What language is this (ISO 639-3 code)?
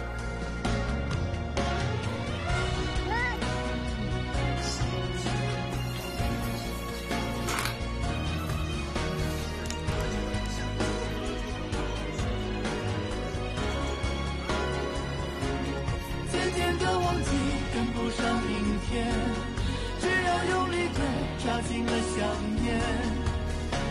zho